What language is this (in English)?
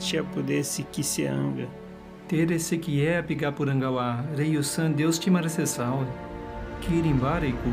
Nheengatu